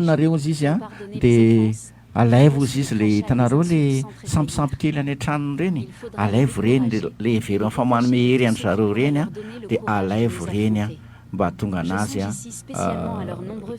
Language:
Malagasy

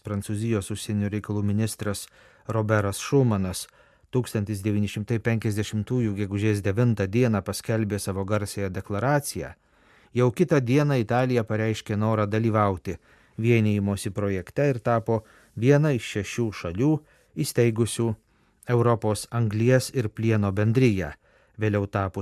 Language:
Lithuanian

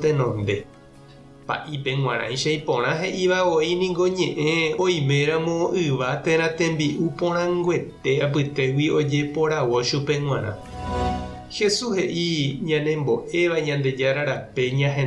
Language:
Guarani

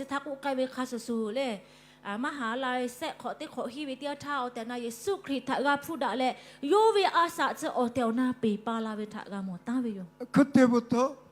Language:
Lahu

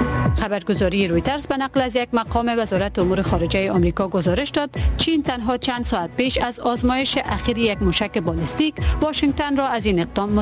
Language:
Persian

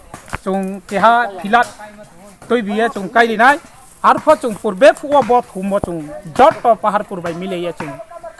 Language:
Riang (India)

